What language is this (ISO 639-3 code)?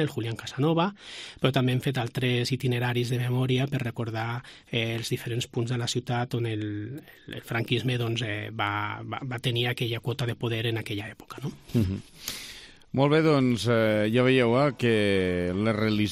cat